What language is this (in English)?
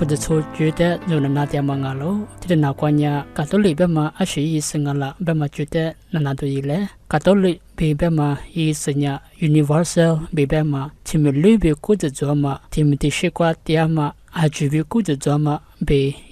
Lisu